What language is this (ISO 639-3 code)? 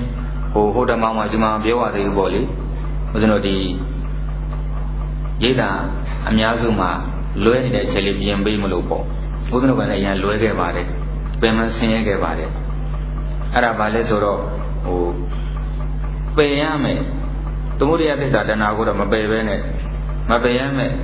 mya